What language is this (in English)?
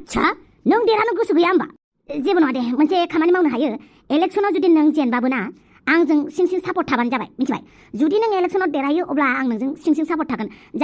Bodo